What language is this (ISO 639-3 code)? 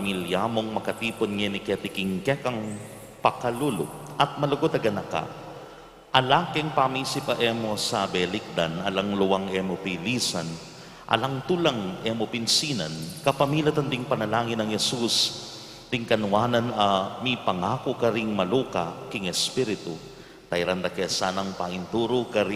pam